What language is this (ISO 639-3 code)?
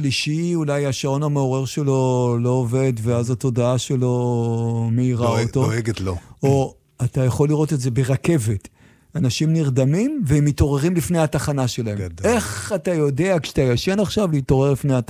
heb